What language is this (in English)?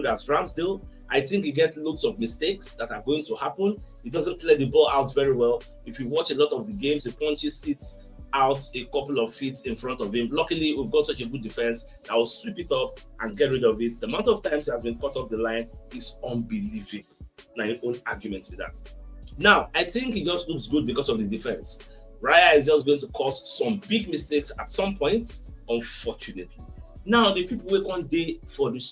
Nigerian Pidgin